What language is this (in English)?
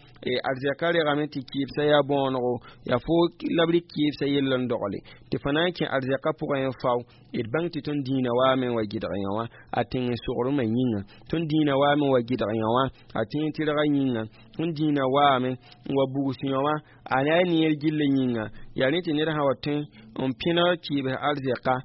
Mossi